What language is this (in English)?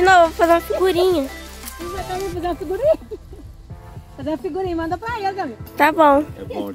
Portuguese